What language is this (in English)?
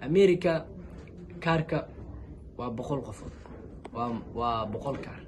Somali